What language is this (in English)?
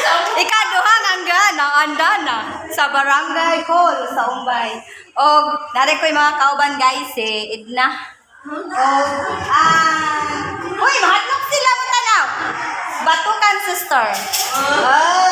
Cebuano